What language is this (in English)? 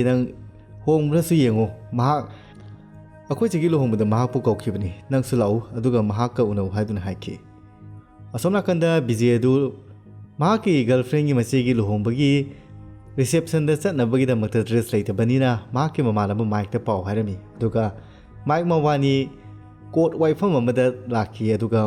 Manipuri